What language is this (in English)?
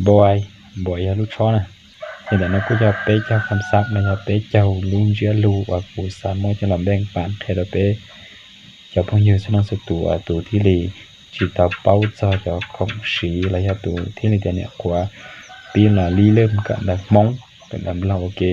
Hmong